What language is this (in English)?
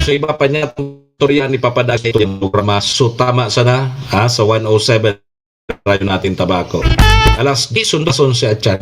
Bikol